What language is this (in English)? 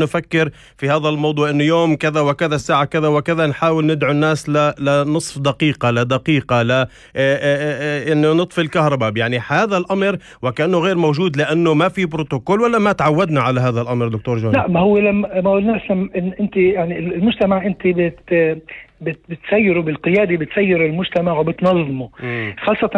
North Levantine Arabic